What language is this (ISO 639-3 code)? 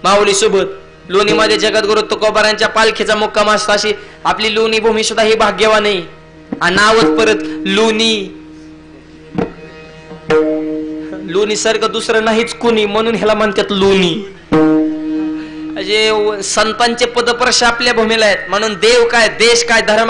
mar